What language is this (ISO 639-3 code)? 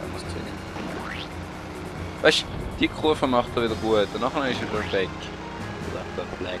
gsw